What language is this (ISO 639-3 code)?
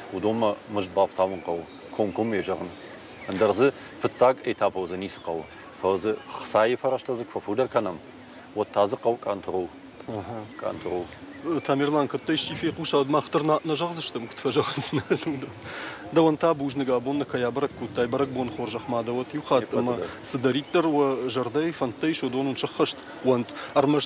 oss